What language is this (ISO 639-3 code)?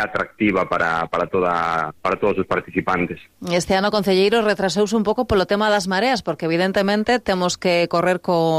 glg